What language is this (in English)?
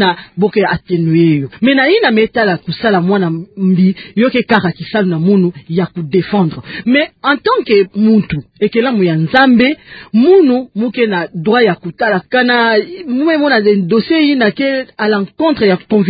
Kituba (Democratic Republic of Congo)